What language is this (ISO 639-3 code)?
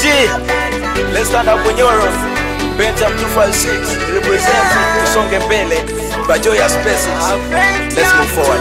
nyo